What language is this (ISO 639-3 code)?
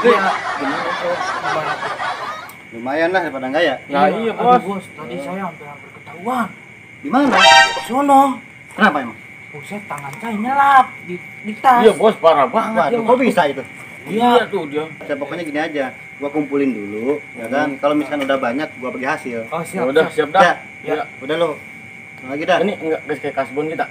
bew